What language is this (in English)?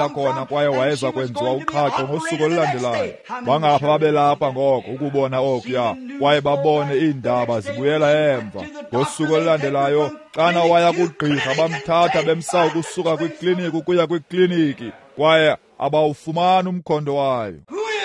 Xhosa